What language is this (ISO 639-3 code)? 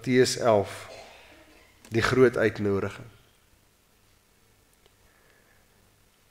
afr